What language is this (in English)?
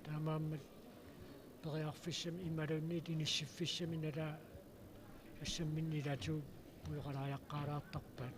Kalaallisut